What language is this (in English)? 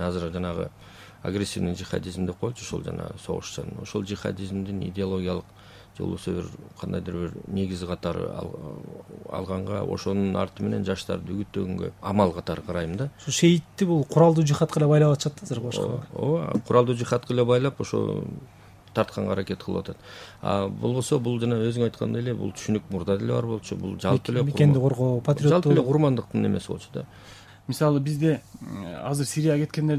Kyrgyz